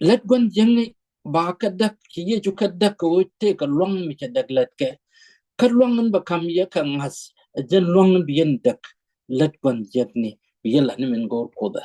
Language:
Nuer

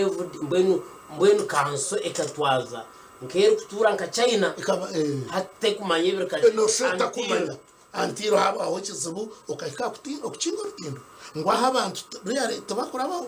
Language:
Nyankole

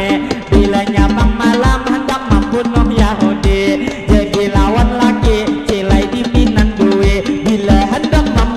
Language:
Banjar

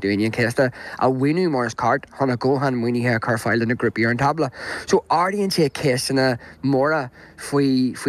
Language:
Irish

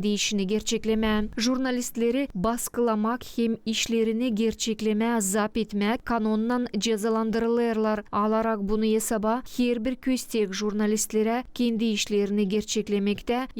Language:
Gagauz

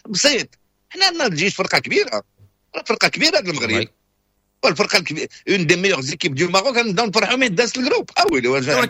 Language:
Moroccan Arabic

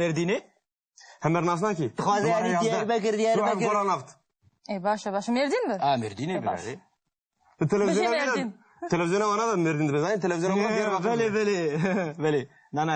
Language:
Kurdish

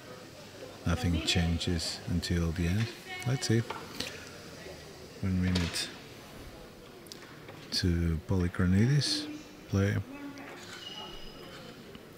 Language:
English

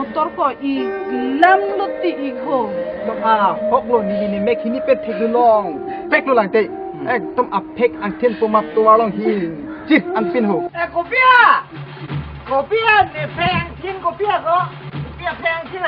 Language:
Karbi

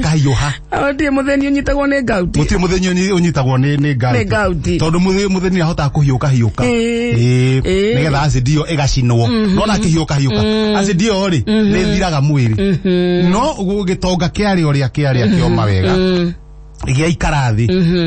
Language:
Kikuyu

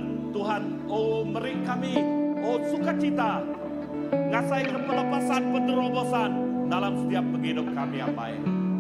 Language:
Iban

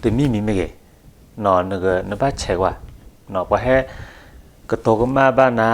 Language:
S'gaw Karen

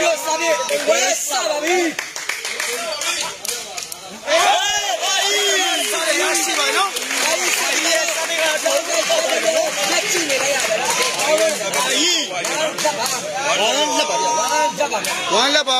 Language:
Burmese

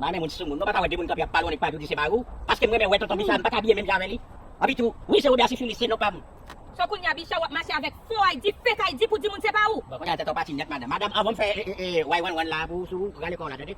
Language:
Haitian Creole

